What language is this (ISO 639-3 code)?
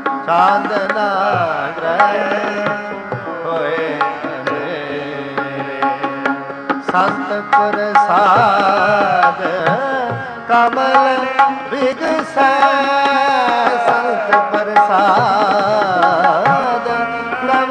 pan